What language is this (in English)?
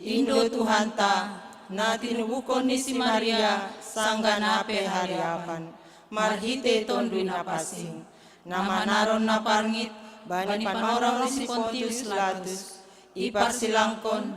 Batak Simalungun